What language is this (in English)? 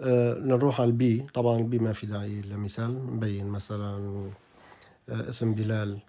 North Levantine Arabic